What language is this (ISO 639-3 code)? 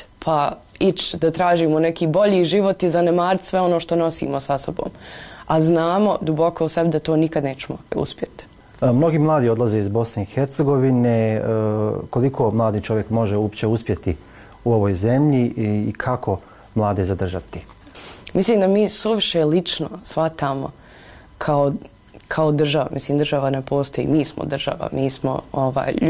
bos